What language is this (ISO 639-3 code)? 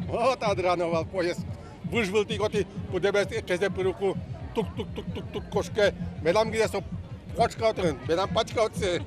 udm